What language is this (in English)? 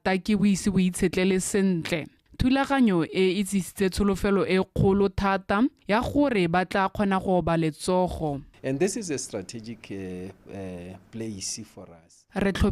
Tswana